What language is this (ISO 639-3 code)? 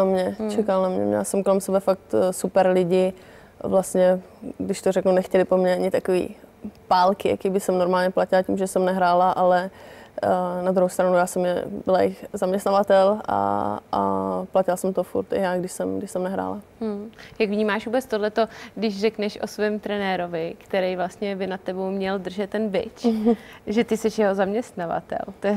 ces